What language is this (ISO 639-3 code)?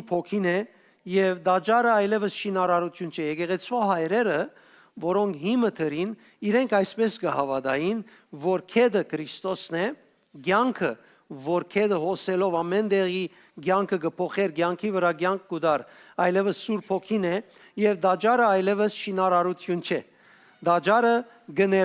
hyw